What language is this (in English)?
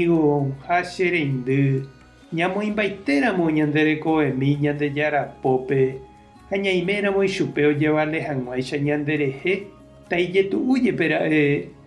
Guarani